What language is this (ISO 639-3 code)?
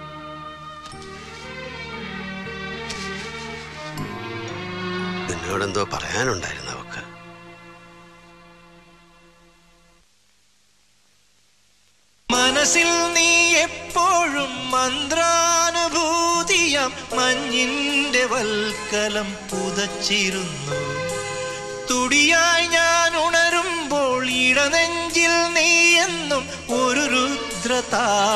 mal